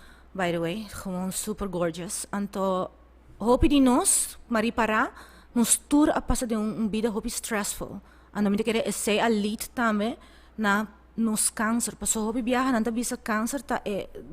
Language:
Papiamento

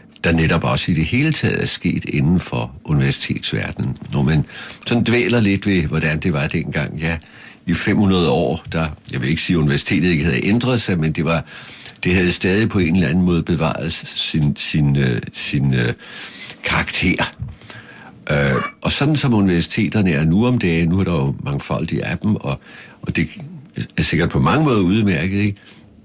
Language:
Danish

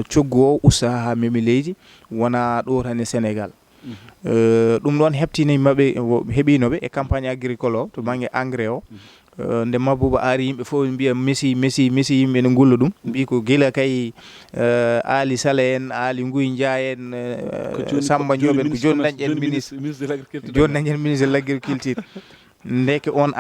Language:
Fula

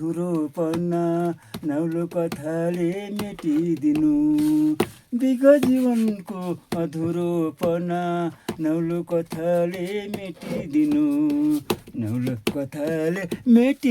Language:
Nepali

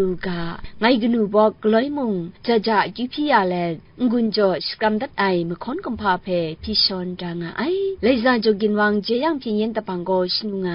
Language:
Kachin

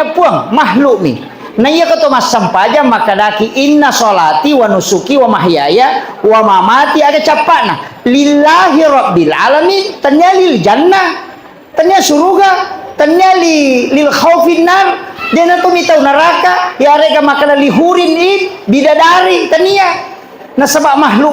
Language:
Buginese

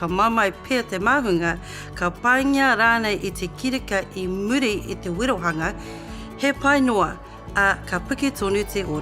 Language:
Māori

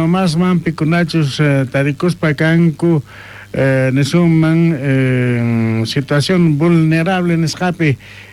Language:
South Bolivian Quechua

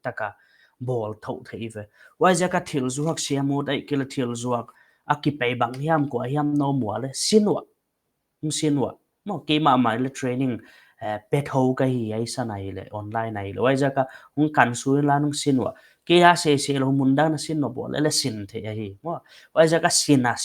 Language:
Paite Chin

